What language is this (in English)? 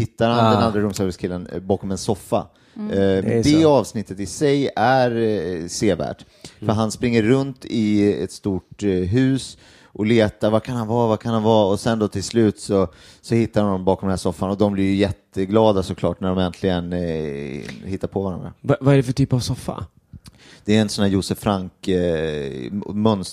Swedish